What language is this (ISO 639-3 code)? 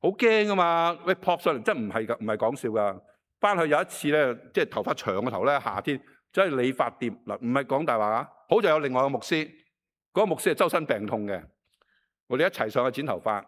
yue